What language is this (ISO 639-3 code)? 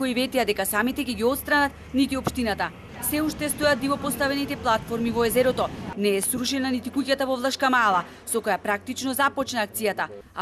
mkd